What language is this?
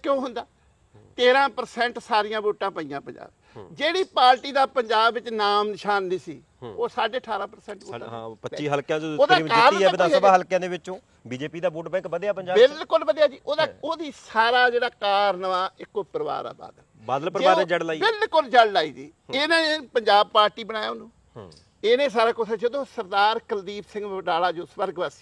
Punjabi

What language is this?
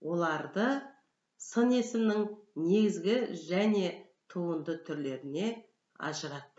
Kazakh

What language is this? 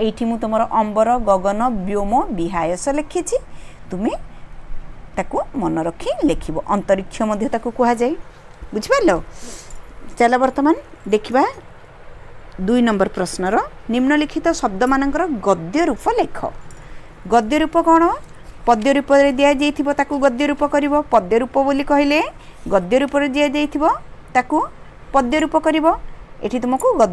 Odia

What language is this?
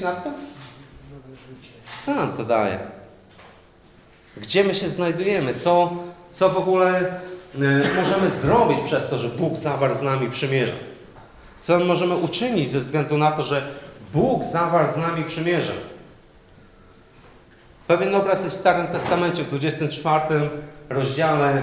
Polish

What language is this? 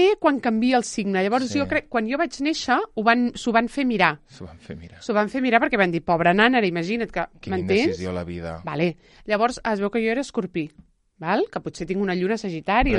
Catalan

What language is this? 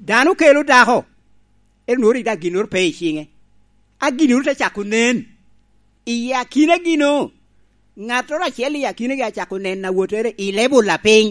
Lango (Uganda)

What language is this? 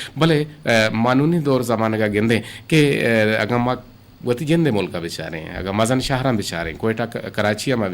Eastern Balochi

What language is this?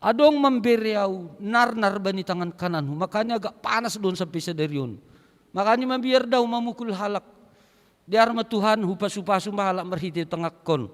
Batak Simalungun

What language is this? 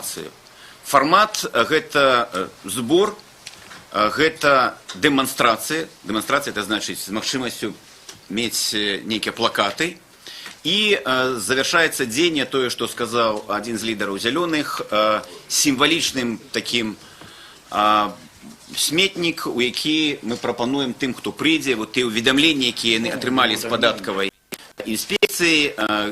Belarusian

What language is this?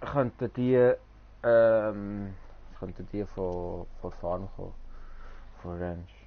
Swiss German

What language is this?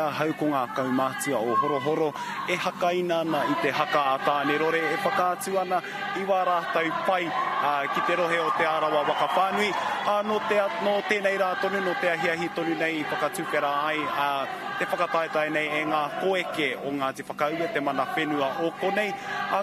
Māori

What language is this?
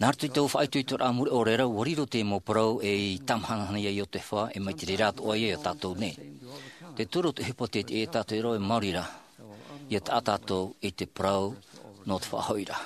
Tahitian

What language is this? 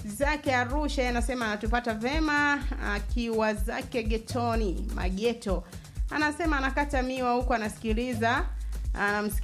Swahili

